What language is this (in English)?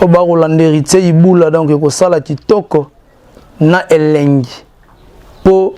Lingala